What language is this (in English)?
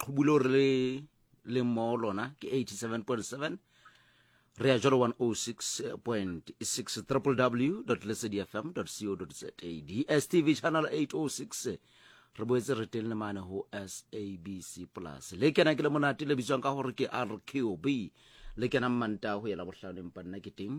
Southern Sotho